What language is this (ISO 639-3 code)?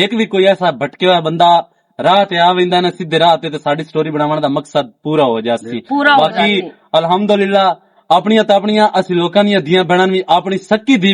lah